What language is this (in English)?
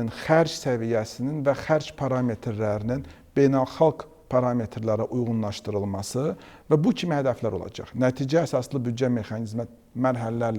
Azerbaijani